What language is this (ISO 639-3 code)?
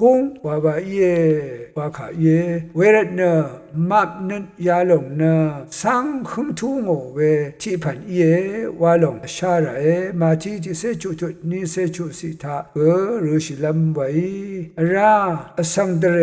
raw